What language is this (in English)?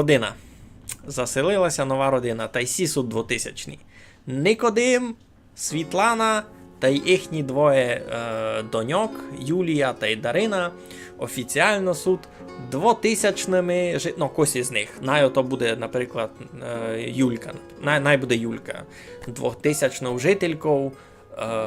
Rusyn